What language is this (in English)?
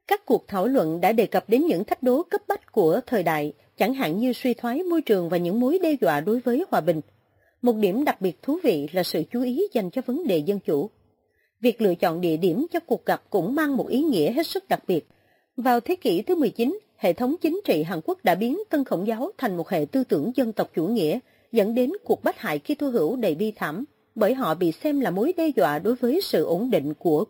Vietnamese